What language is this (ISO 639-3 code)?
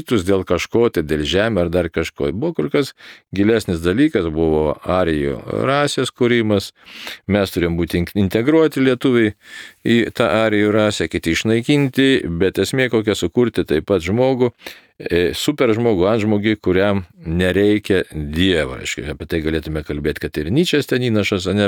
lit